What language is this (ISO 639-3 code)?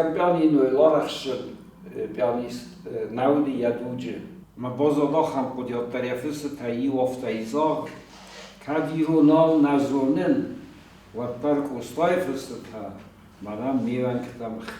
oss